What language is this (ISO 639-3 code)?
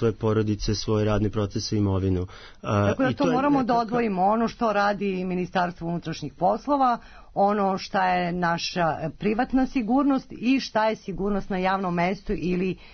srp